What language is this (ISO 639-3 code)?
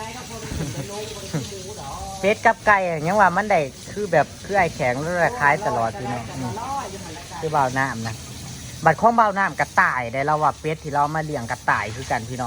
tts